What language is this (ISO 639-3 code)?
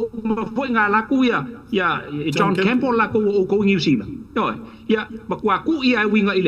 smo